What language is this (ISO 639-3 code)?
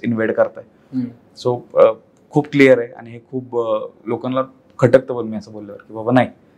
mar